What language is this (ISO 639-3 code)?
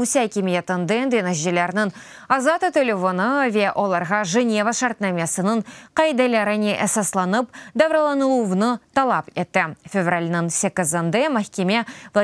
crh